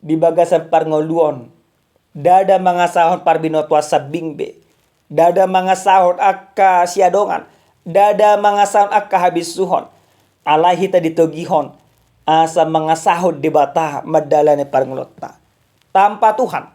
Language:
Batak Toba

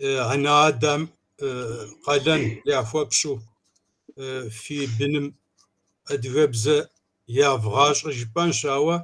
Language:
Kabardian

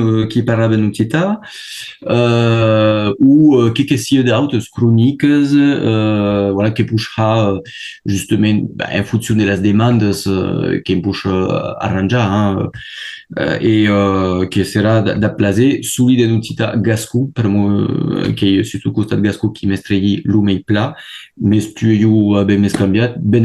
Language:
Occitan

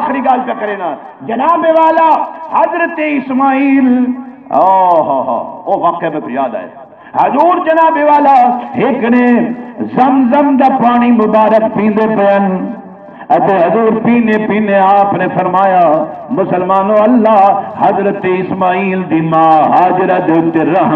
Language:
Saraiki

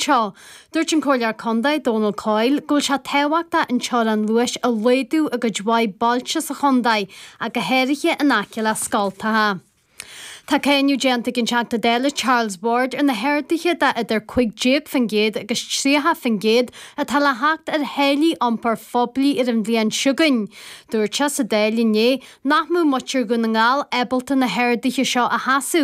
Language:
Irish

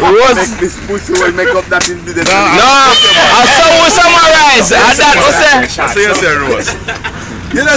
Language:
Jamaican Creole English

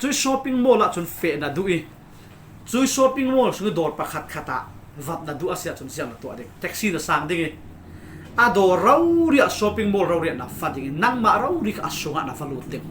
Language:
Falam Chin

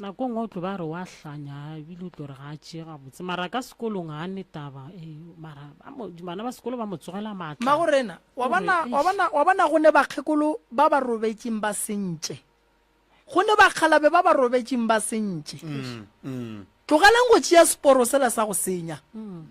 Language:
Northern Sotho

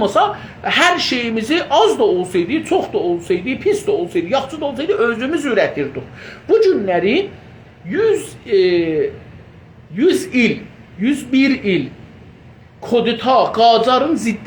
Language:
South Azerbaijani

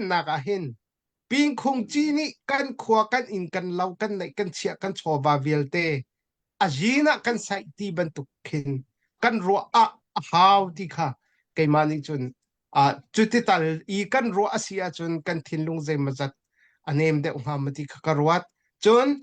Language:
Hakha Chin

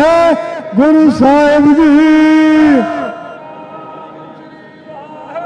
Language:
Punjabi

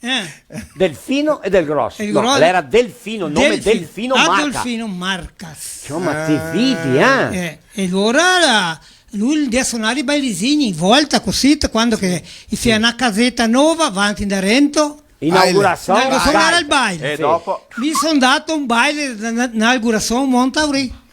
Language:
Venetian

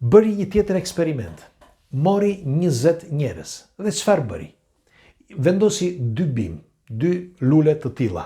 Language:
Albanian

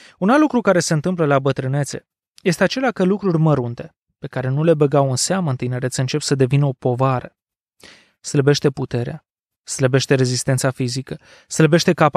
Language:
Romanian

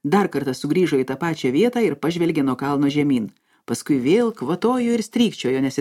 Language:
Lithuanian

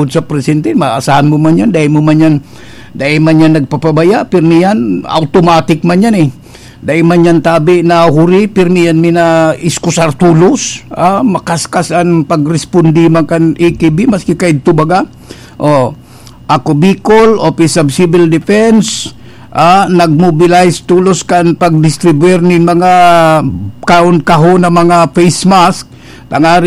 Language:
Bikol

